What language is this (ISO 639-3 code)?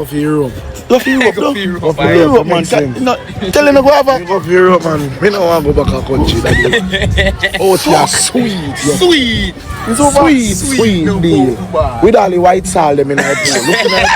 jam